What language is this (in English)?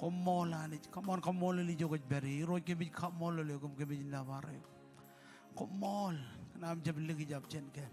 Marshallese